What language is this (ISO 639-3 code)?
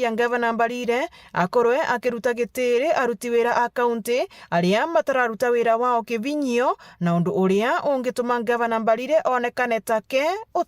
mer